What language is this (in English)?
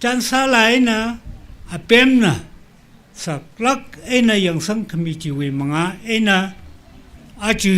Tangkhul Naga (India)